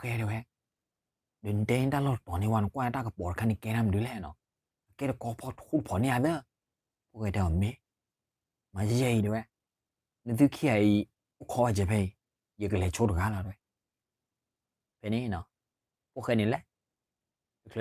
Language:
S'gaw Karen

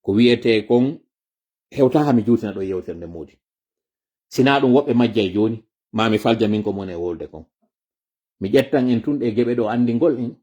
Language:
Fula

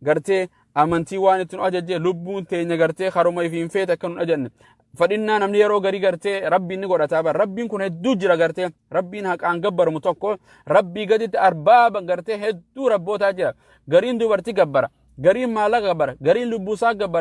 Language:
Oromo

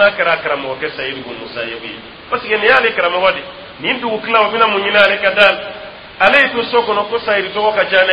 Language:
Dyula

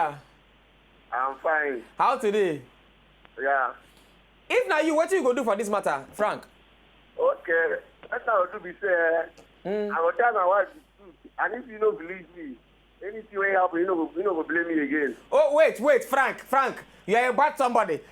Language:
Nigerian Pidgin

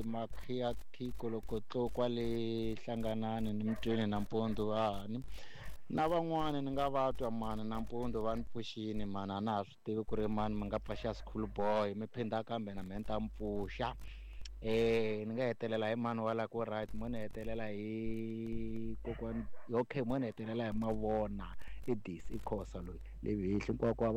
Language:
Tsonga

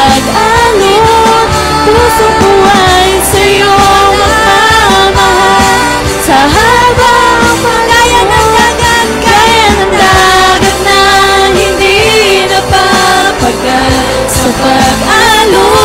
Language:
Filipino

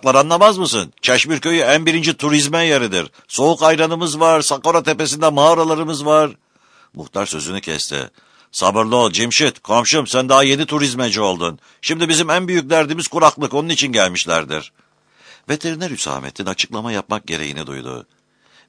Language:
Turkish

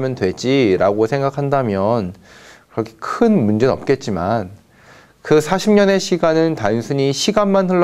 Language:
Korean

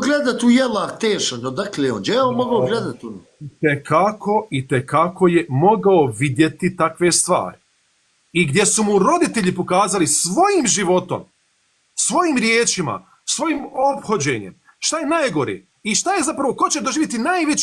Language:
Bosnian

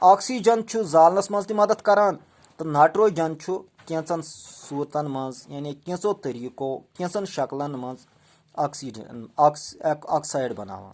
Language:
Kashmiri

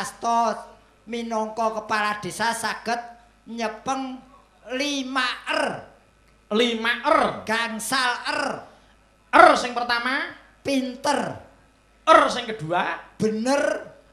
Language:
Javanese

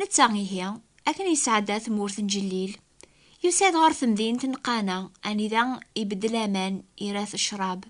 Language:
Kabyle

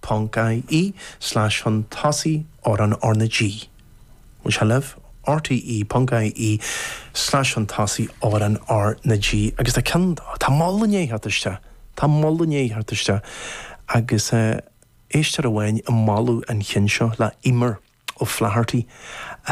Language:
Irish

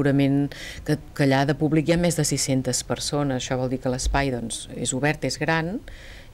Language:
Catalan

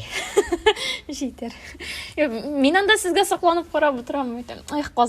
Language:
Tatar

